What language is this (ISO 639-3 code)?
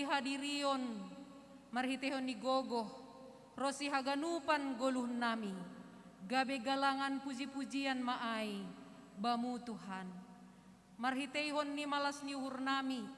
bts